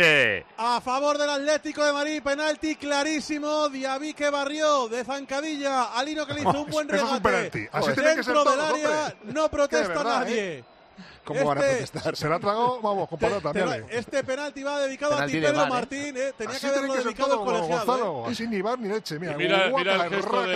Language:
Spanish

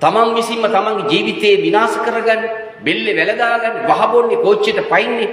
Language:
Sinhala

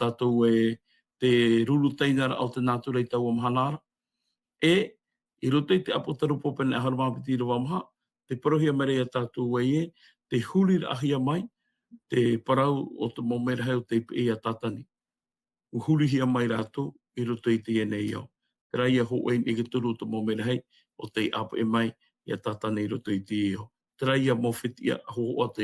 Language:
Tahitian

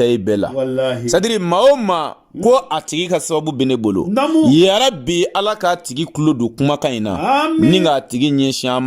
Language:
Bambara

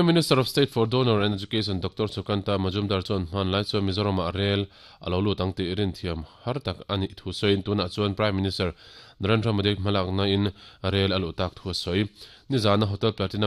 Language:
Mizo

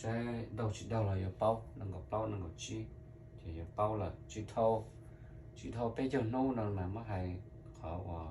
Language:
Hmong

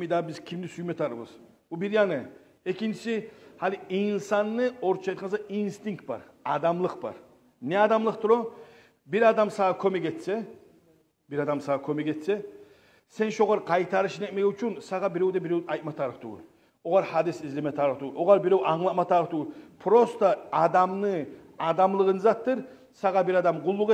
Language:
Kumyk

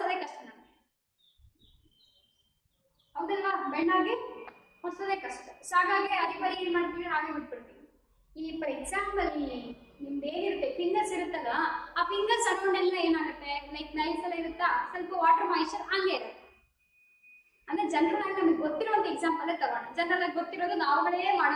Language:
Kannada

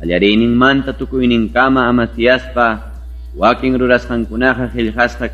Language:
Ayacucho Quechua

